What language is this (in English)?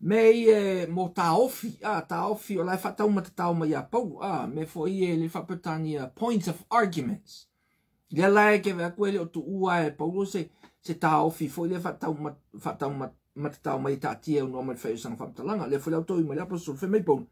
Samoan